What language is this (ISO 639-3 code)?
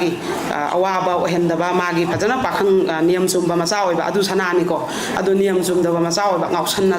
mni